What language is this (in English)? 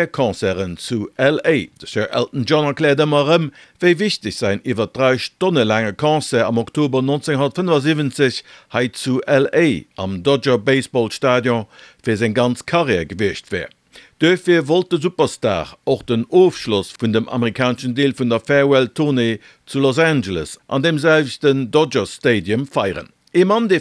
Luxembourgish